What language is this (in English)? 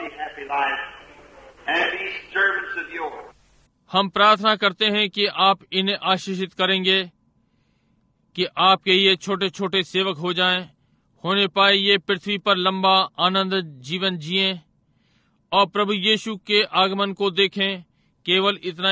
Hindi